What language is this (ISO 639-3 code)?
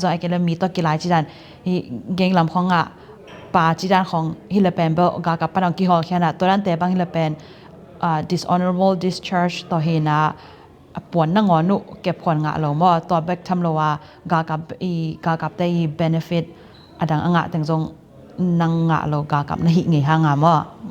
ctd